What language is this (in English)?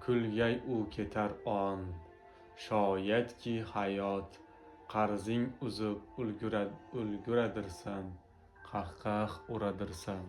Uzbek